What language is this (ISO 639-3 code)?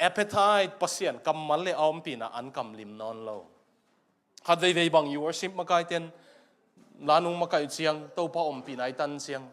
ctd